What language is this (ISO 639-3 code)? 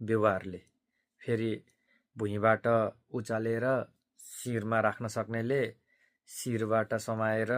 nep